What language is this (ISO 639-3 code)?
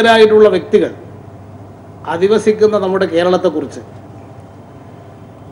mal